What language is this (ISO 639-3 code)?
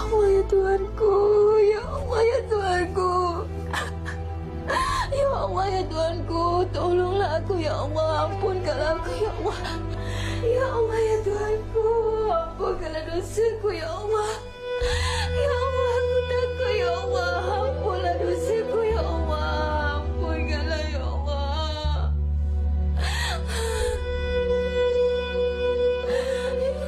msa